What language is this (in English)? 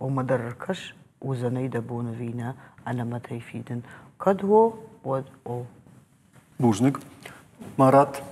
Ossetic